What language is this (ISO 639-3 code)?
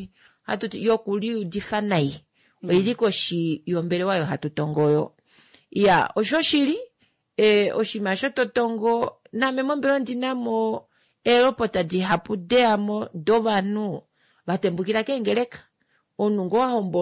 kua